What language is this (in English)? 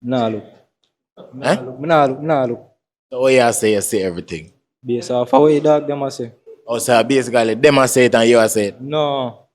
Jamaican Creole English